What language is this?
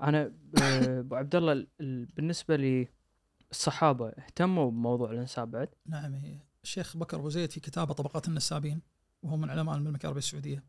Najdi Arabic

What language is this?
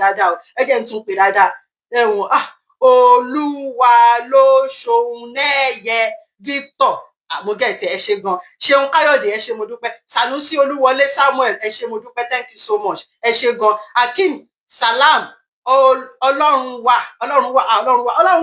Yoruba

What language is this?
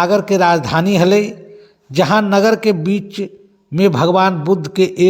Magahi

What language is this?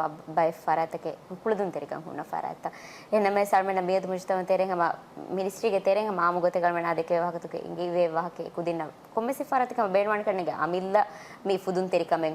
Divehi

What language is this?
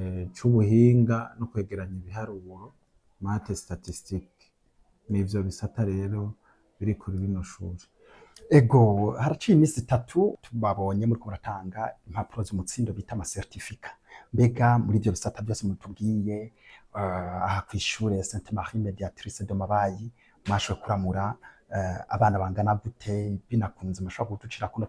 Rundi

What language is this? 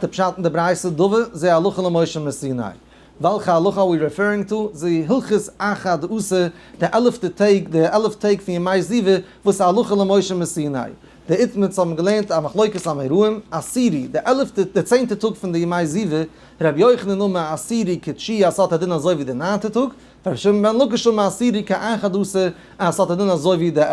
Yiddish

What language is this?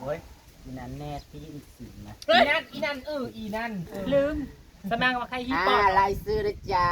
Northeastern Thai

